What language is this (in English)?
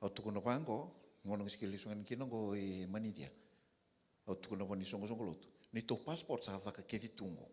Fijian